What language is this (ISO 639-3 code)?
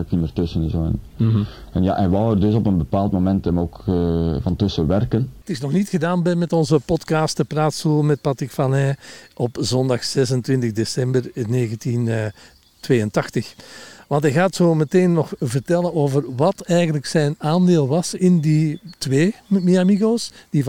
nld